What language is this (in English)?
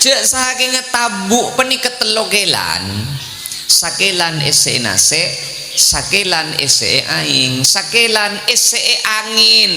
Madurese